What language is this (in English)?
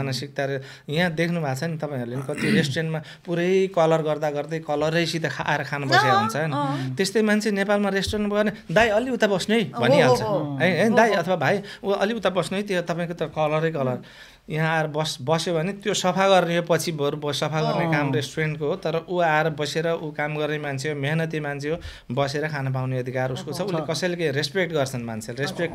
Nepali